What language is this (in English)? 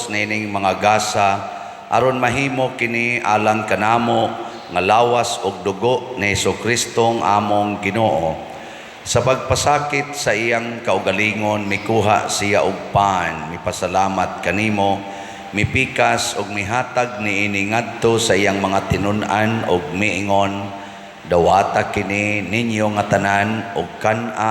Cebuano